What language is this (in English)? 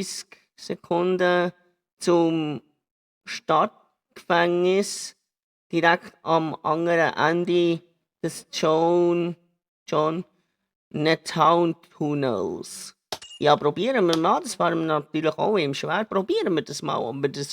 Swiss German